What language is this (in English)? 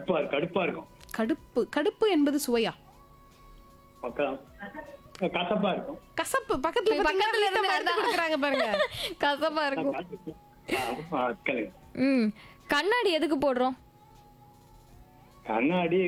Tamil